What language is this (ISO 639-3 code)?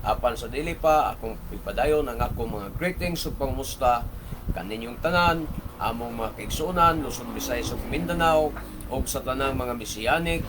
ceb